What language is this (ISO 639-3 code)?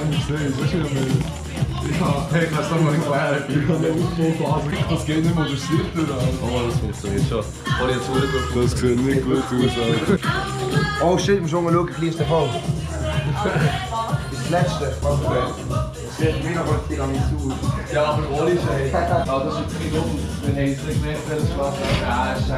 gsw